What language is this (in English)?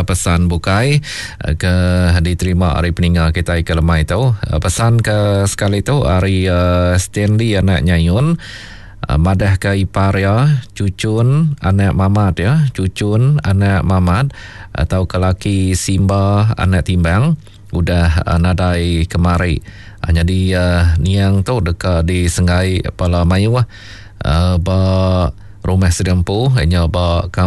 Iban